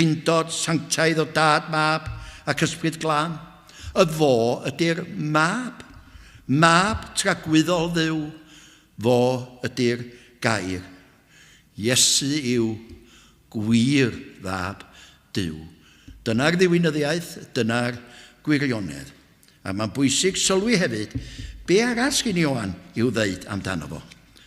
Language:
Welsh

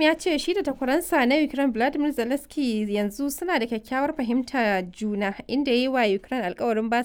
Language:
Hausa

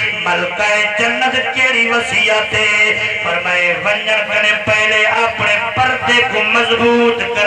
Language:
Saraiki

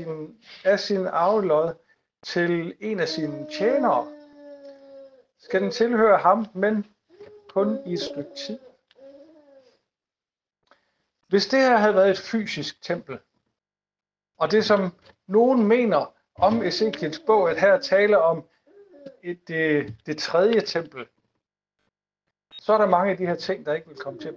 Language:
Danish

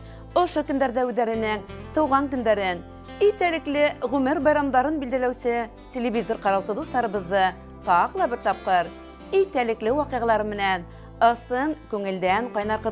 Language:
Bashkir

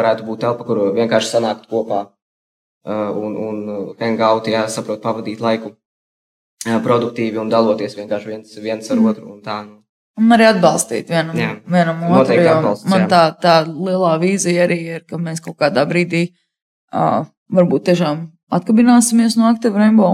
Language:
Latvian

